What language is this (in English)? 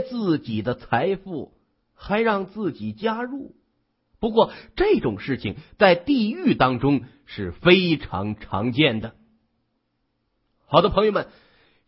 Chinese